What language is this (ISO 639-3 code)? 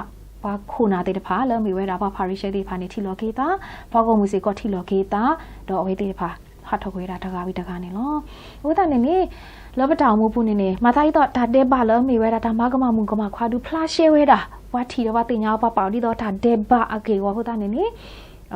ksw